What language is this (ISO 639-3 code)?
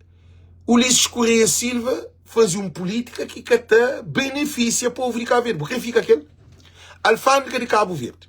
kea